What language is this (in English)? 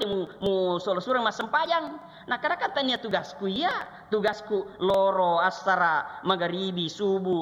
Buginese